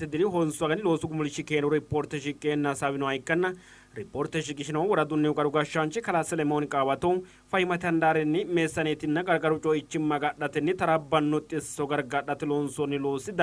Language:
Sidamo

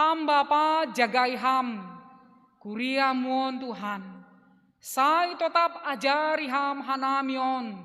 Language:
Batak Simalungun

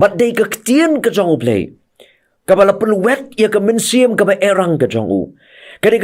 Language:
Khasi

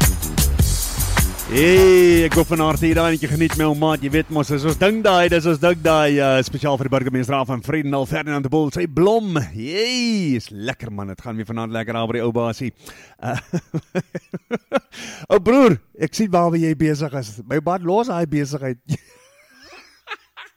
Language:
Afrikaans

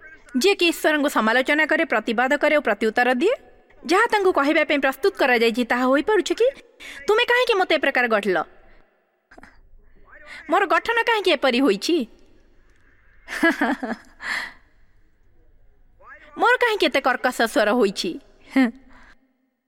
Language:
Odia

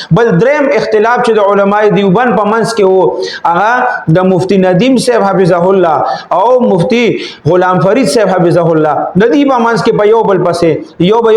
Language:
Pashto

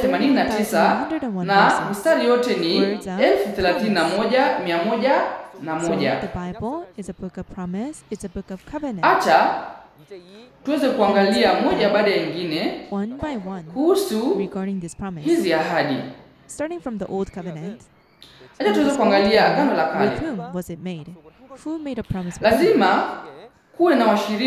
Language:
Swahili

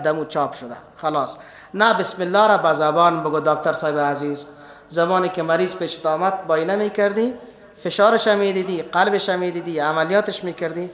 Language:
Persian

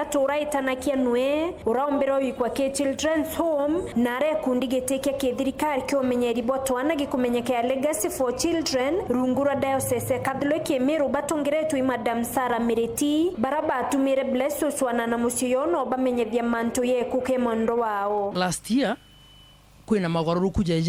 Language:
Meru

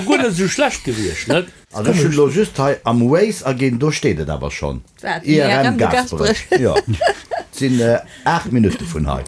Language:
Luxembourgish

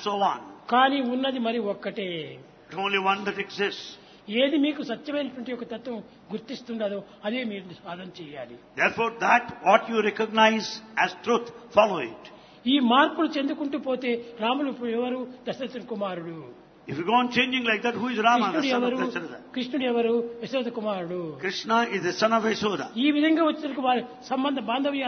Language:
Telugu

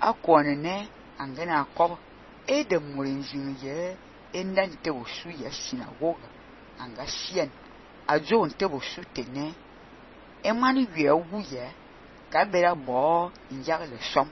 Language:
Fang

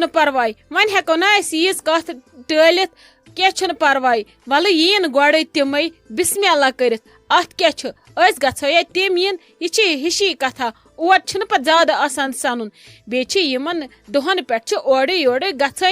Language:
Kashmiri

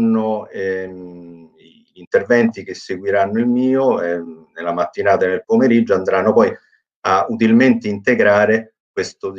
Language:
Italian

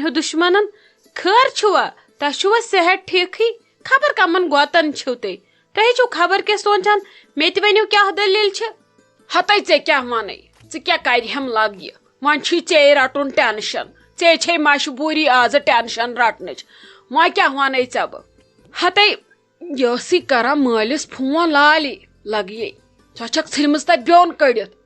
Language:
Kashmiri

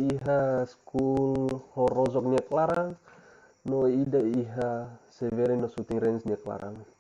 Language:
Tetum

